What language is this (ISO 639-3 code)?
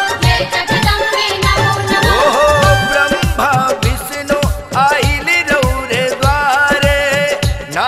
bho